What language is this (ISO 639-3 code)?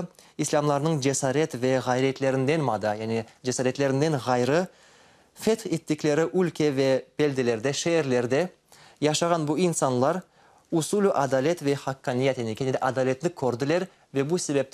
crh